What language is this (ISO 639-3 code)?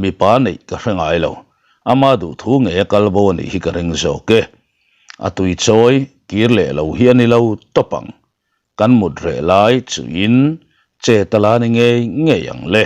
lus